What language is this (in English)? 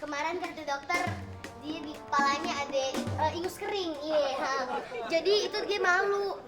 Betawi